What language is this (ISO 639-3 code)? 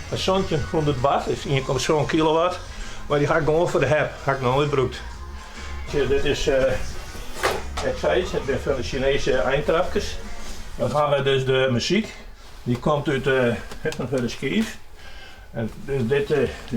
fry